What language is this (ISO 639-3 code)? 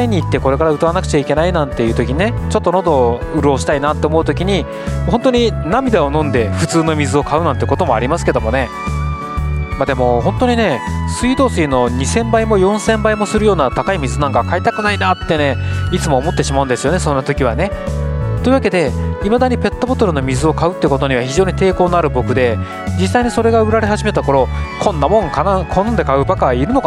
jpn